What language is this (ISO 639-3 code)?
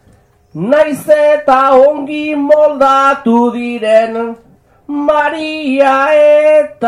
eus